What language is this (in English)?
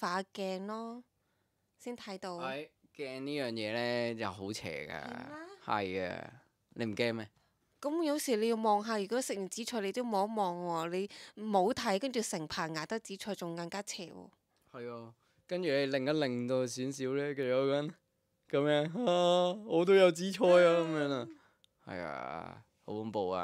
Cantonese